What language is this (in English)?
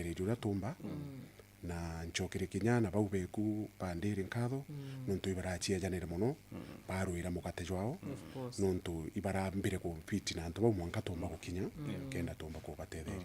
Meru